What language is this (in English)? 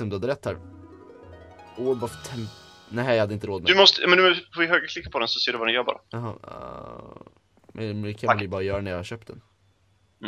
Swedish